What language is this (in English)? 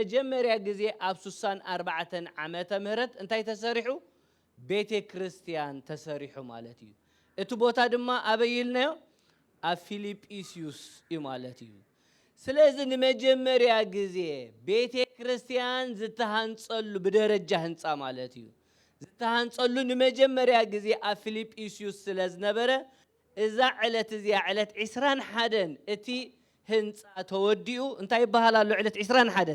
Tigrinya